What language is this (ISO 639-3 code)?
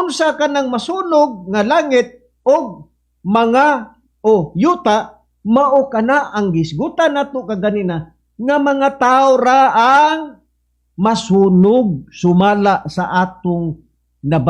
ceb